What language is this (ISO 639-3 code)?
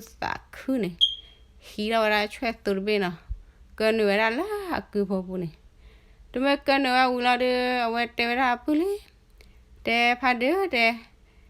ksw